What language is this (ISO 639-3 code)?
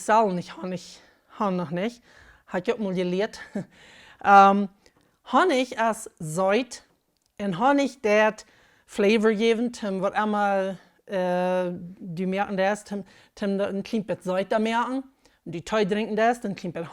pdt